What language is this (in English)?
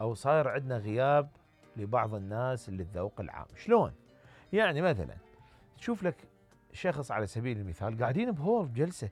Mesopotamian Arabic